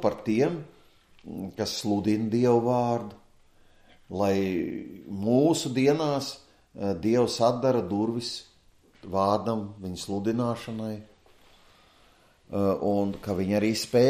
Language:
Latvian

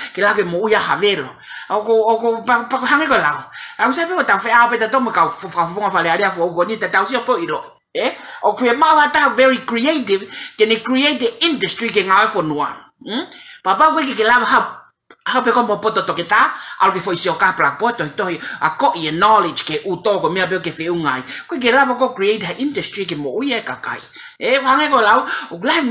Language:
Tongan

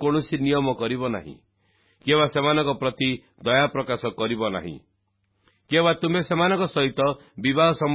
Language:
Odia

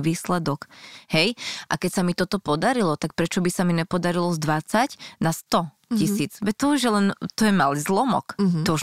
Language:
Slovak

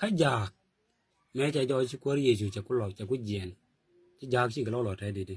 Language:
Nuer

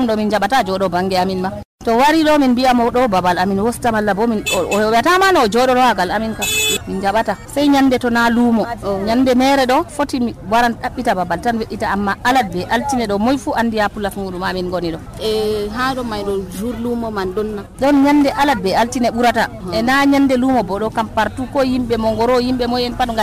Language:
Nigerian Fulfulde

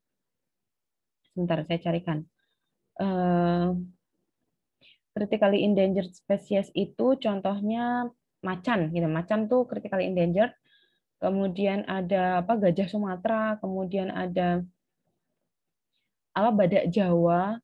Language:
Indonesian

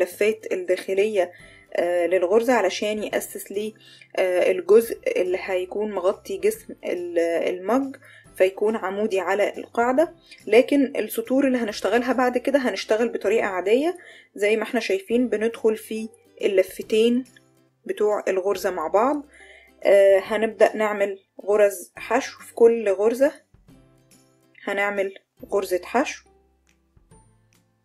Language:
Egyptian Arabic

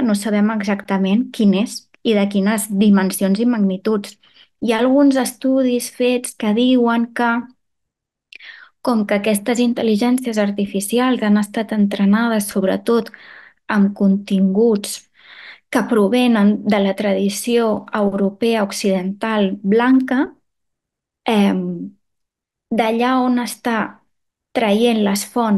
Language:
Catalan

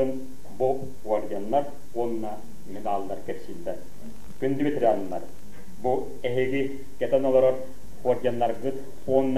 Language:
Yakut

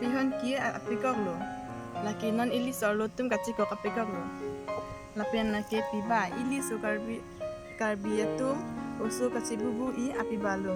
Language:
Karbi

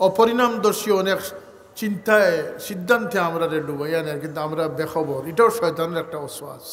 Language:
Sylheti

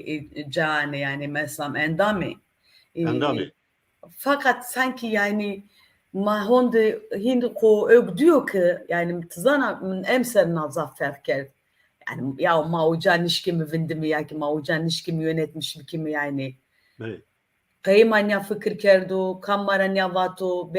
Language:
Zaza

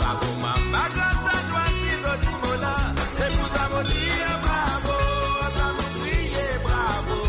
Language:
Morisyen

